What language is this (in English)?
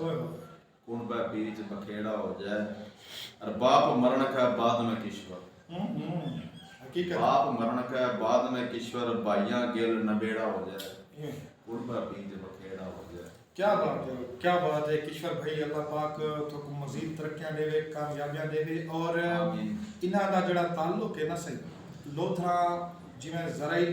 Saraiki